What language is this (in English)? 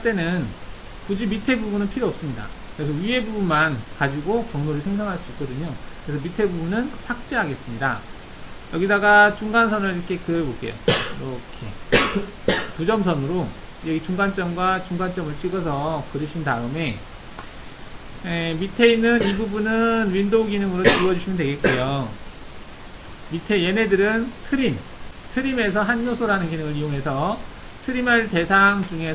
Korean